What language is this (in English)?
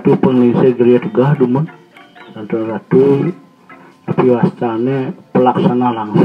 Balinese